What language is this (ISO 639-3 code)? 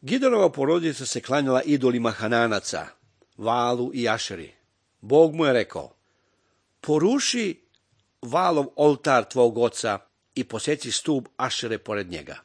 srp